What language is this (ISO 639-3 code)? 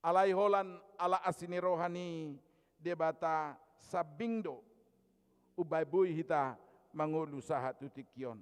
bbc